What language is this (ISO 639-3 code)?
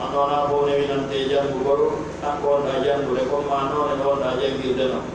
fuf